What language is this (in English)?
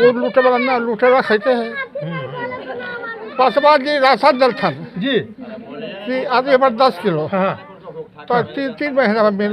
Magahi